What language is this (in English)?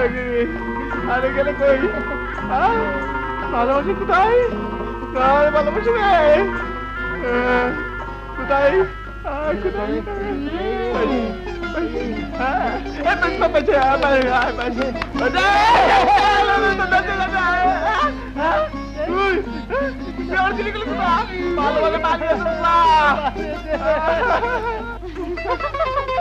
Bangla